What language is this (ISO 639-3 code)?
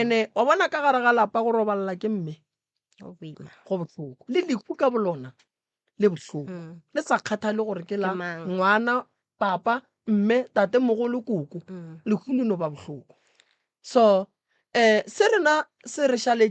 nso